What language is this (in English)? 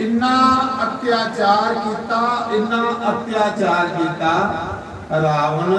Dogri